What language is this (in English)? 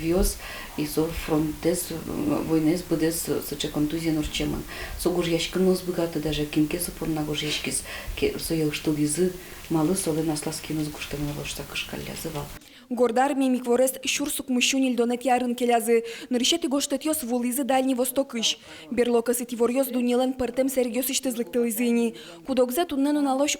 Udmurt